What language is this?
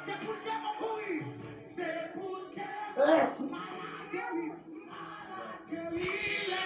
Haitian Creole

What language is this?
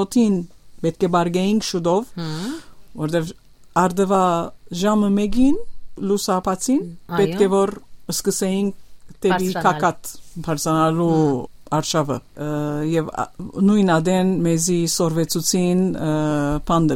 Western Armenian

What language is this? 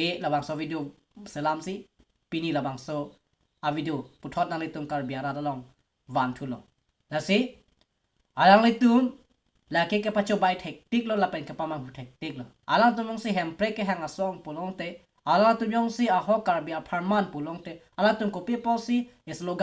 Karbi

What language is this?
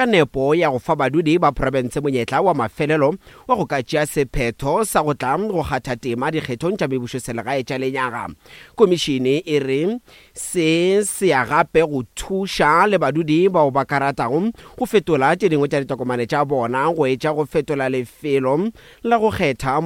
Northern Sotho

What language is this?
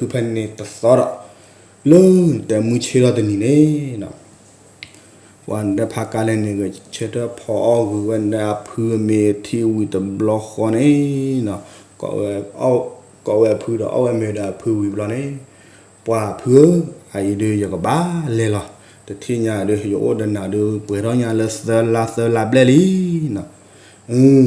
S'gaw Karen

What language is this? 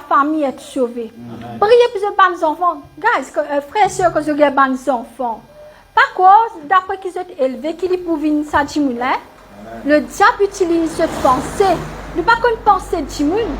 Morisyen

